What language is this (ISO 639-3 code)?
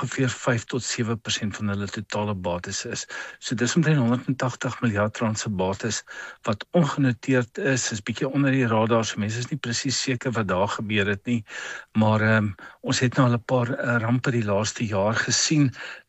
afr